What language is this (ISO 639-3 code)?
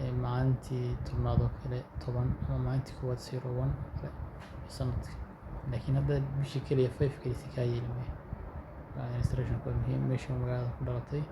som